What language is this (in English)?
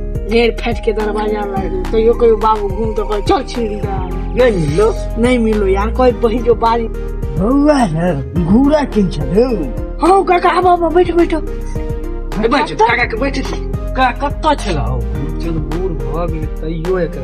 Maithili